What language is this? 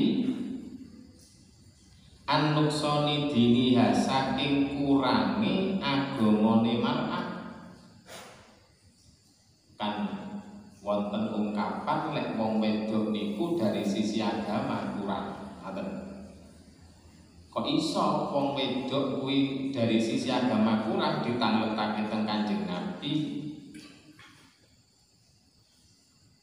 Javanese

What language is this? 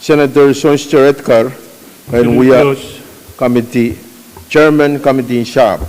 Pohnpeian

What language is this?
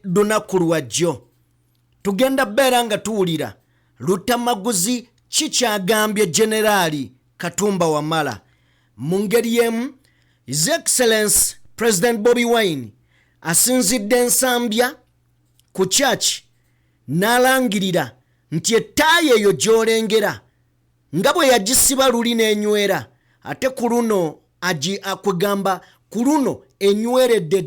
Ganda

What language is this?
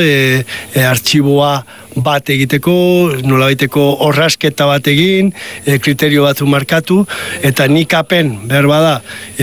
Basque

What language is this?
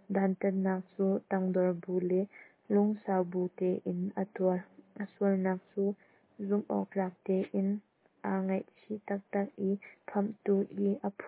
Hakha Chin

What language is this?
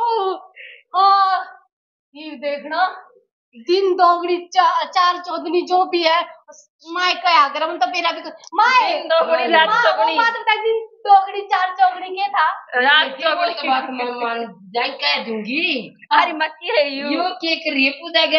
Haryanvi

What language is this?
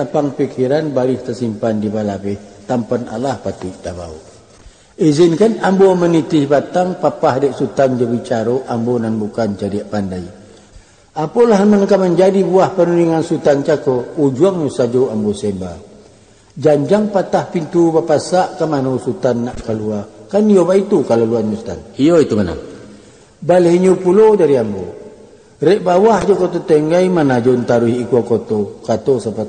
Minangkabau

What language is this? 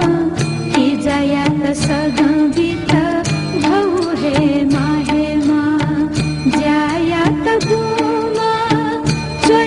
Newari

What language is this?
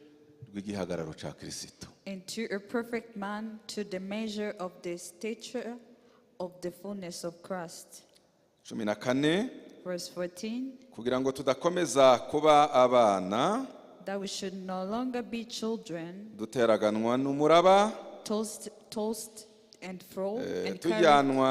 Kinyarwanda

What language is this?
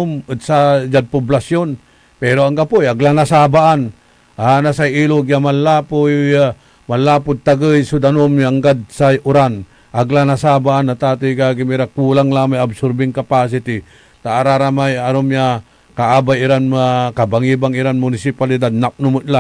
Pangasinan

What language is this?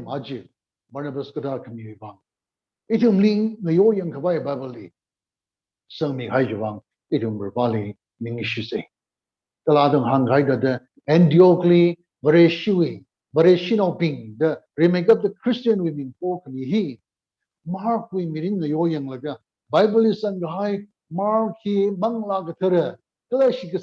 Tangkhul Naga (India)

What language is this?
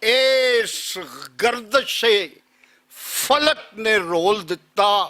Western Panjabi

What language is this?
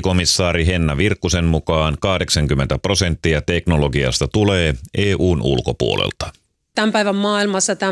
Finnish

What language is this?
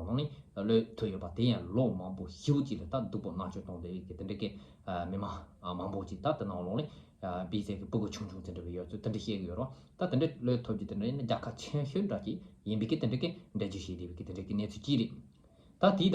Tibetan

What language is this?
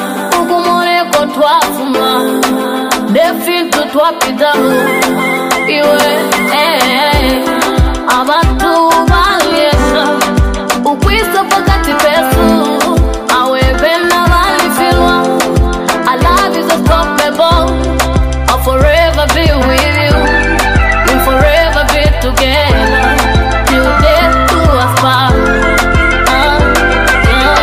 Bemba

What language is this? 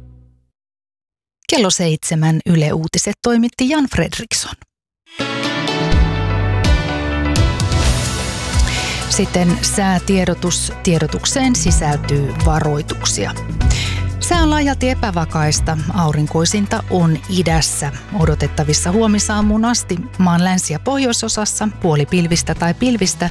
Finnish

